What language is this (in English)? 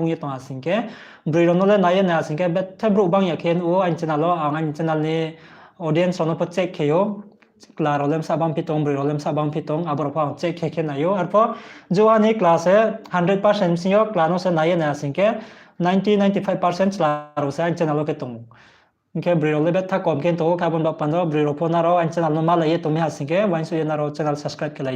Riang (India)